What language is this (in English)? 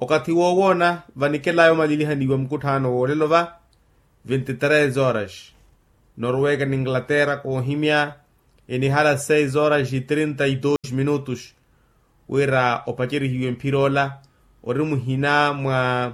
Makhuwa